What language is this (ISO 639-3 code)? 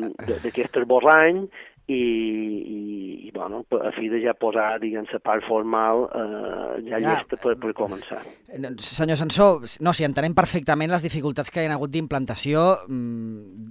cat